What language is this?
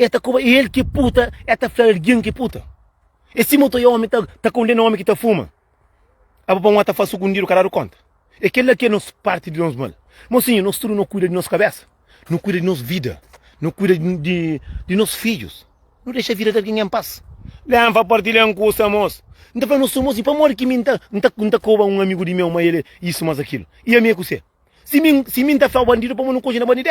Kabuverdianu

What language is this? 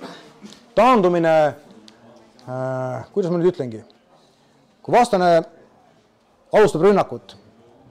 Estonian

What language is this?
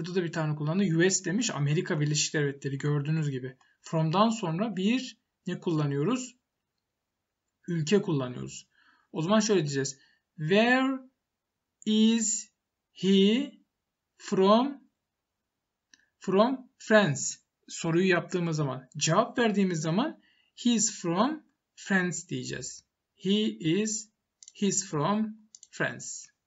Turkish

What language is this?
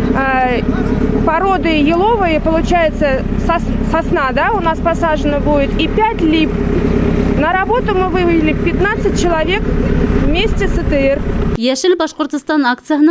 Bashkir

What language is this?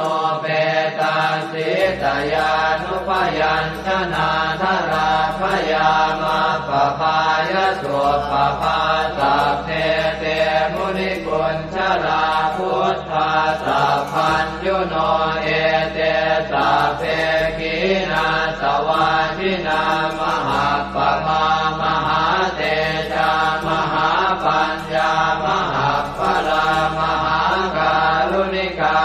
Pali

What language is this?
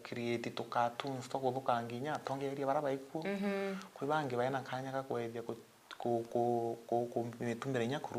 Meru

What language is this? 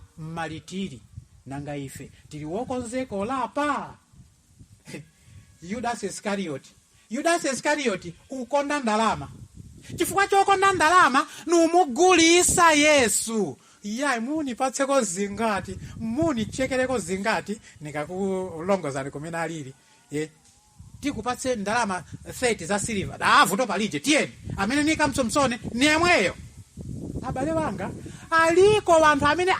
Nyanja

